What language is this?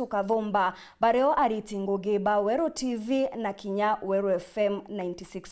Meru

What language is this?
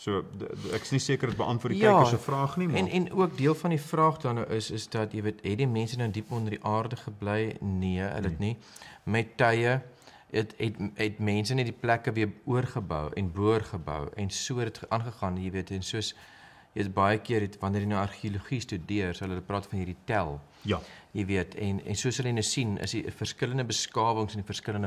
Afrikaans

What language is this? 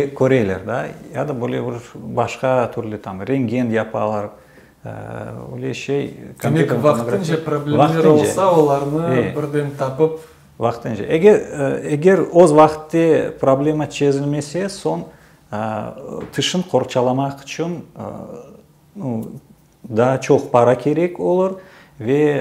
Crimean Tatar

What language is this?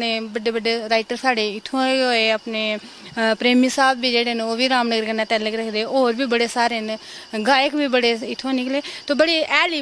Dogri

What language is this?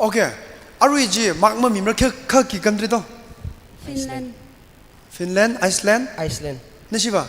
Tangkhul Naga (India)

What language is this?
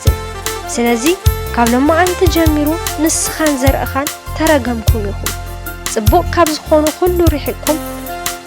Tigrinya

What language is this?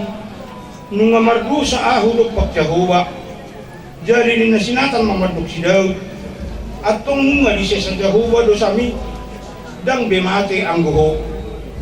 Batak Toba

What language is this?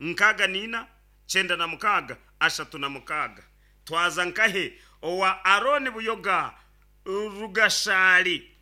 Nyankole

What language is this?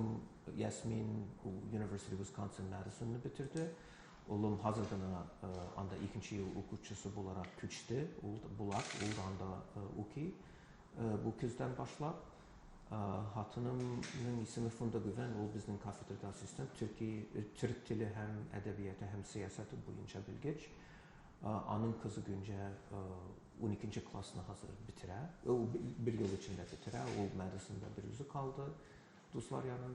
Tatar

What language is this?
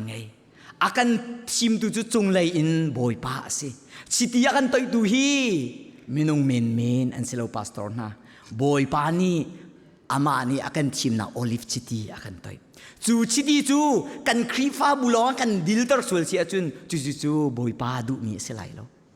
Hakha Chin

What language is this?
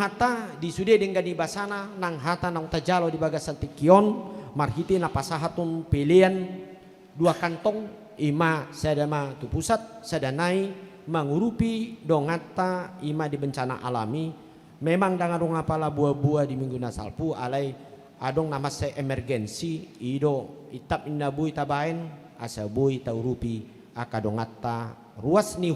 Batak Toba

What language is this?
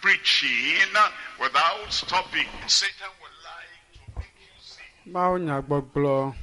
Ewe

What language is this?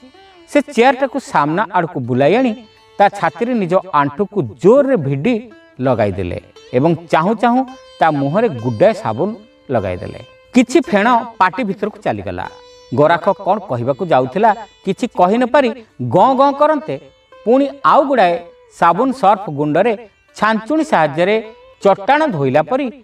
Odia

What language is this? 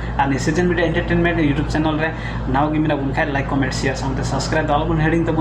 Santali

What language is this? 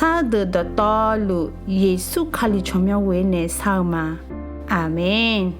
Akha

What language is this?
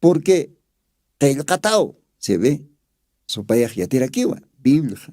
Aymara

